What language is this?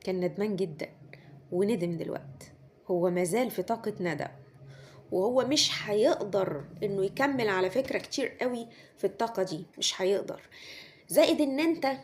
Egyptian Arabic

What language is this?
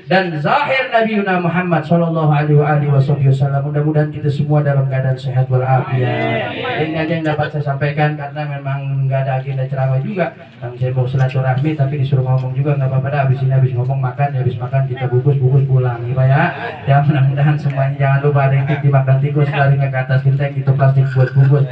Betawi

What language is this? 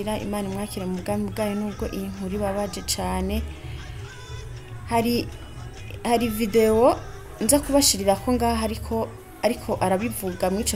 Kinyarwanda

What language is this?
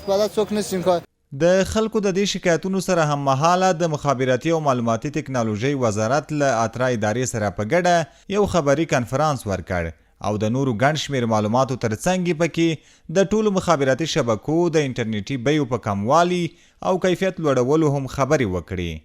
Pashto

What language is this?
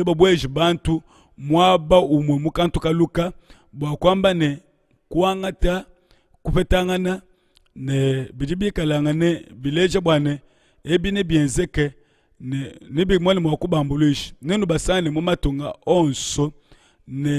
Luba-Lulua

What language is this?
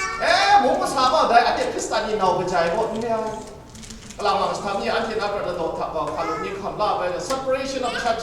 Kachin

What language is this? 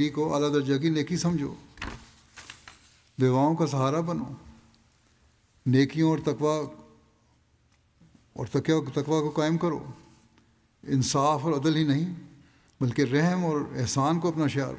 Urdu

